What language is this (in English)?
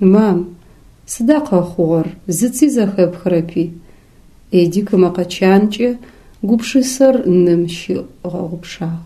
Adyghe